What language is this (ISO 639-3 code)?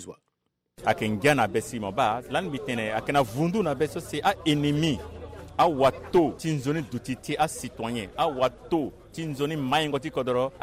sag